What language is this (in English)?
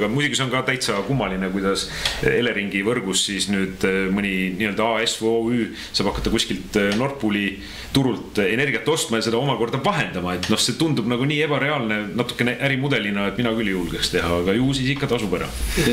Estonian